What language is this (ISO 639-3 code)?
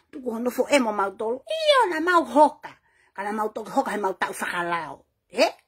ton